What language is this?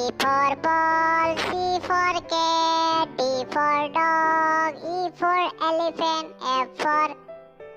Sadri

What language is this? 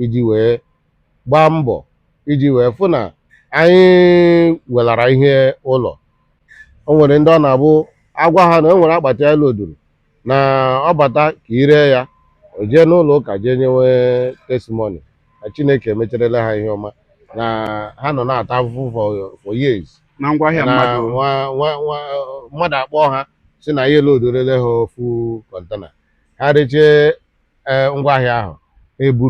Igbo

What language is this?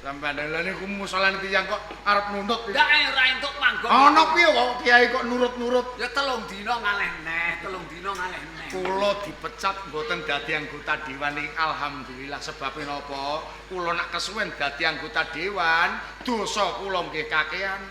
Javanese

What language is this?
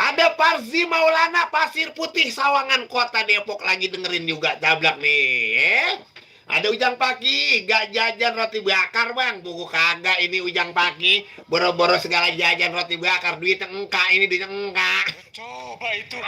Betawi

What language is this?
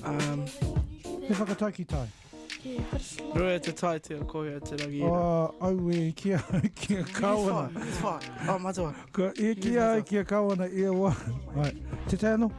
Māori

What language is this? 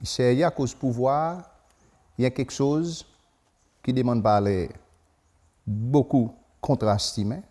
Seselwa Creole French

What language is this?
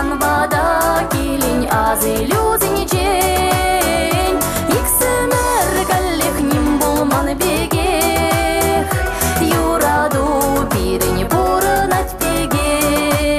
Chuvash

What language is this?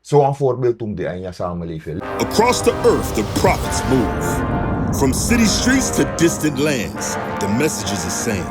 Sranan Tongo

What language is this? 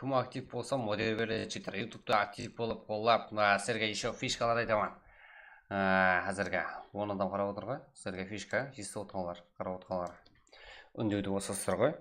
Kara-Kalpak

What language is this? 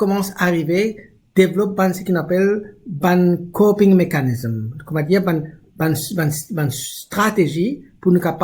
Morisyen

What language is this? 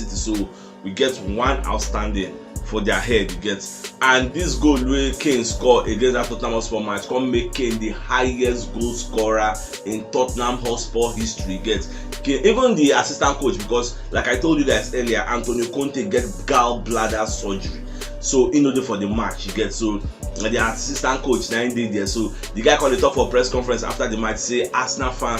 Nigerian Pidgin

